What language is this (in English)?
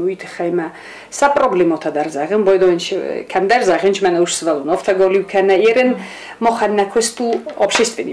Ossetic